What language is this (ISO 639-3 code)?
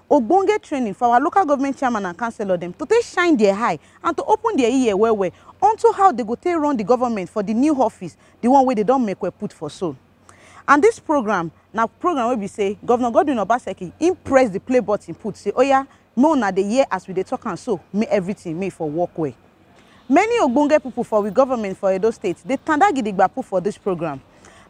pcm